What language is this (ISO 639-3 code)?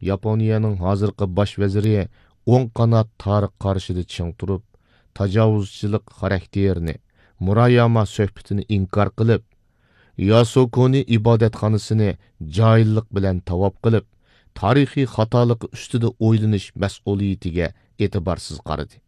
uig